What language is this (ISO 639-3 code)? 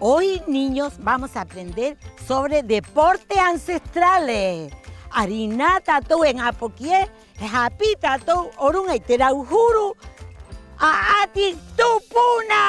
rap